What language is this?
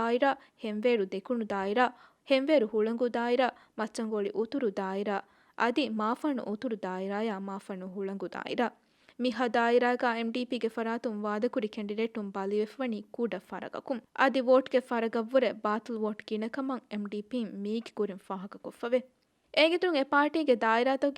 Divehi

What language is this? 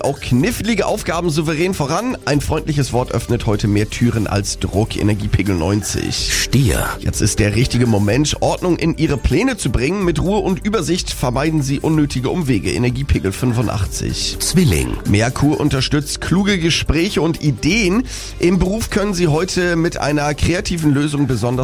German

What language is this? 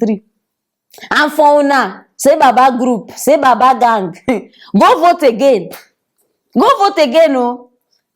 Nigerian Pidgin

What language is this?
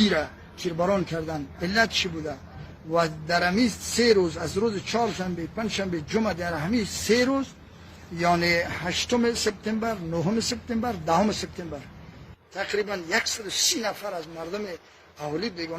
Persian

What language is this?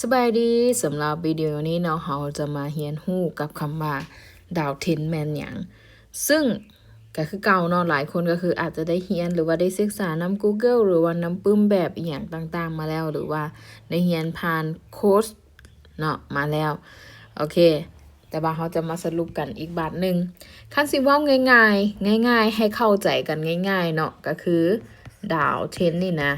Lao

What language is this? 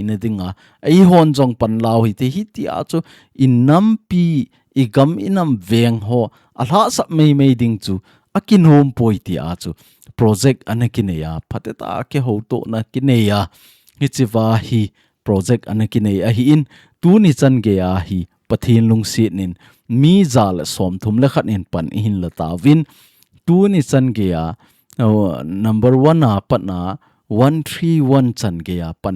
Thado Chin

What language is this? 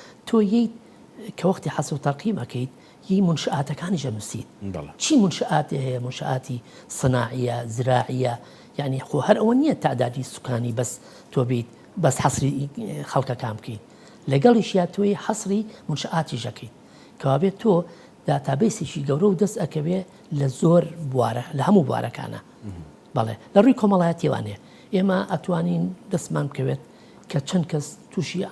Central Kurdish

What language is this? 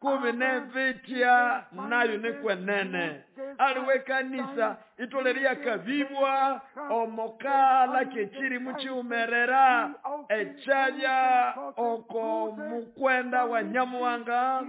Nande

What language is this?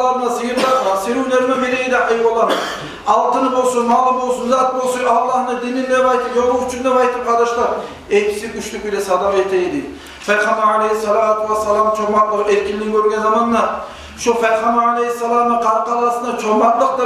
Kumyk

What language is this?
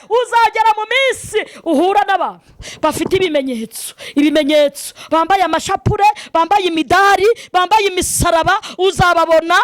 Kinyarwanda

